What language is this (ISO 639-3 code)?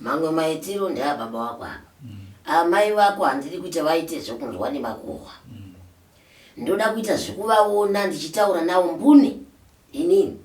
sna